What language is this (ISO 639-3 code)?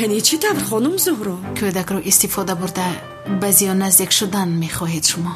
tgk